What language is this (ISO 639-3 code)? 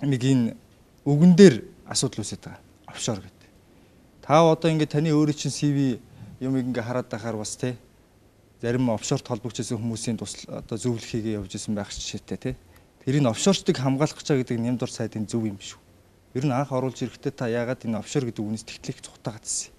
mon